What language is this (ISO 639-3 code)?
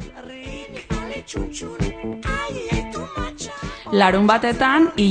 eus